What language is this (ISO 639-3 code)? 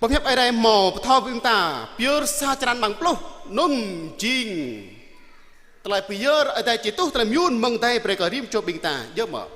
jra